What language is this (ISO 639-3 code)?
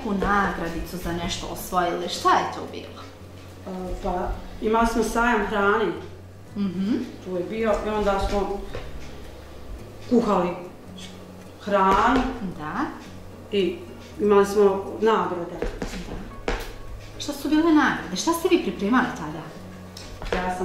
bos